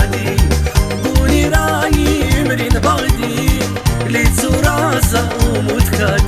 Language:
Tabassaran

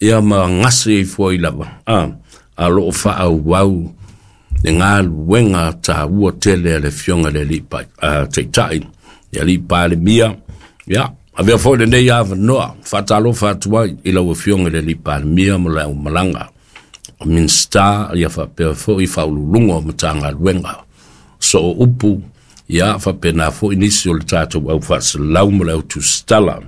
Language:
Samoan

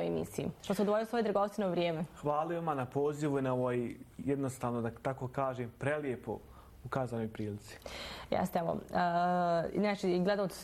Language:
Bosnian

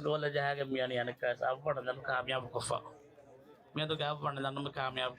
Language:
Divehi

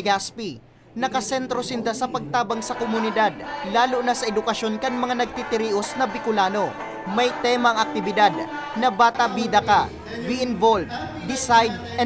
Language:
Bikol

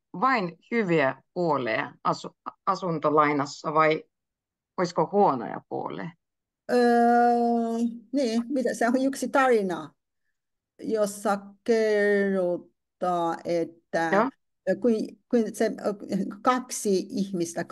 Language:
Finnish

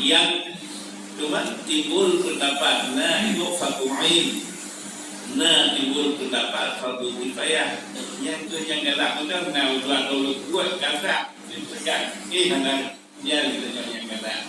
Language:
Achinese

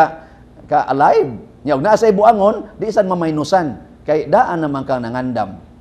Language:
Cebuano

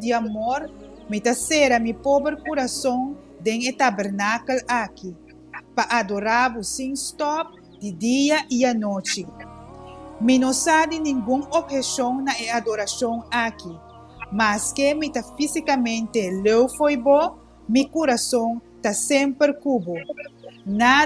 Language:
Papiamento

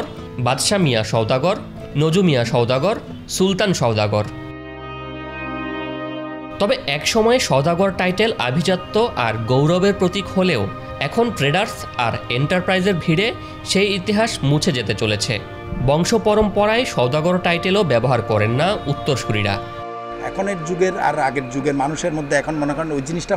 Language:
Bangla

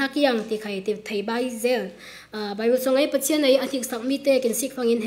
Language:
Falam Chin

